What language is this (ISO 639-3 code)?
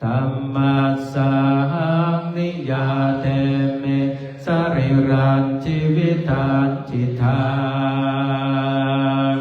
pli